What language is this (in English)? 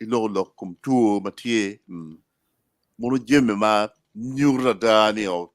Acoli